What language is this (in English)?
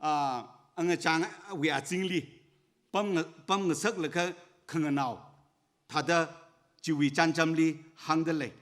Tangkhul Naga (India)